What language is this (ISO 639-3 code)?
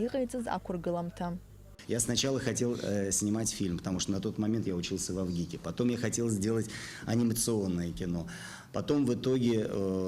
abk